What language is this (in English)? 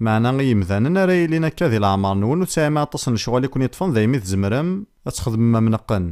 Kabyle